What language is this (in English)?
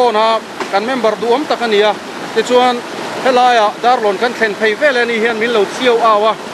Mizo